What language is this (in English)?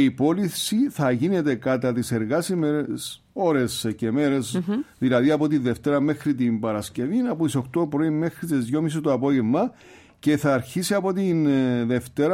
Greek